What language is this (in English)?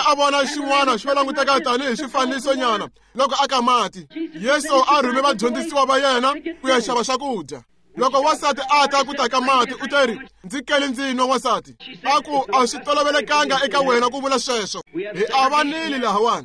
Tsonga